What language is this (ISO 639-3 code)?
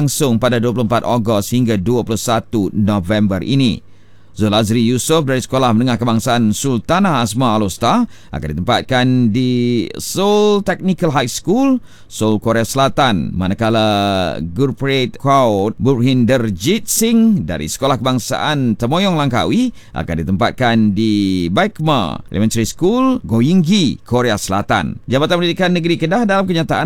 msa